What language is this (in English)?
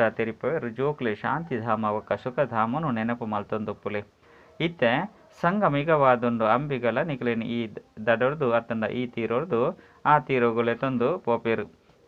Tulu